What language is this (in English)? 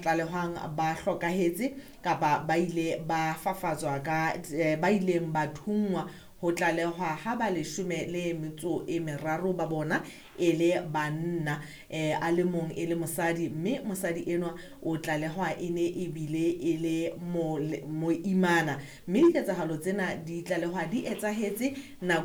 Southern Sotho